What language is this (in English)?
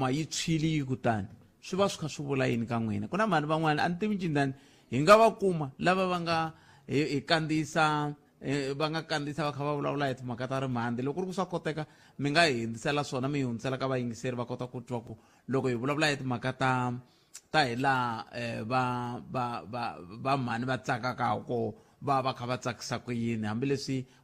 Tsonga